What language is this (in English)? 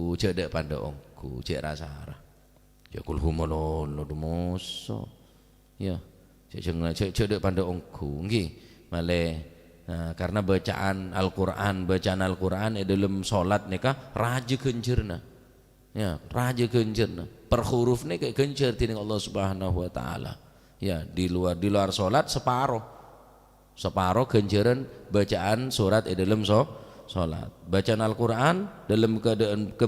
Madurese